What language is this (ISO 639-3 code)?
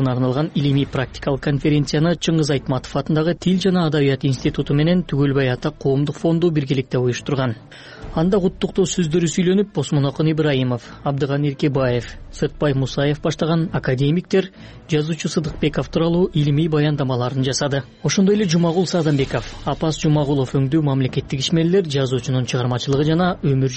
kir